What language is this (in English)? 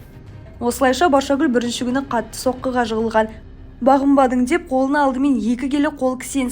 Kazakh